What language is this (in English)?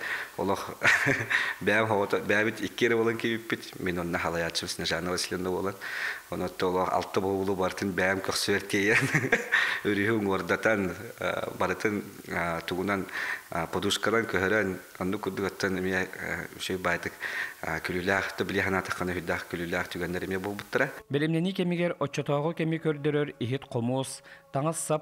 Yakut